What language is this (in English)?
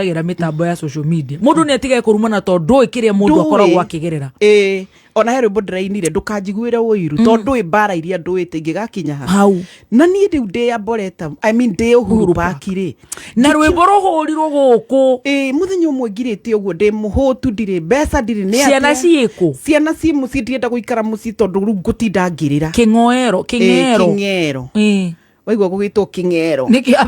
Kikuyu